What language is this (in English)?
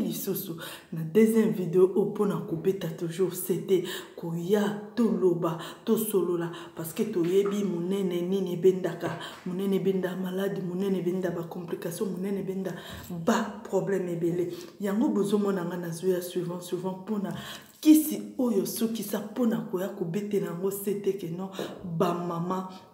Lingala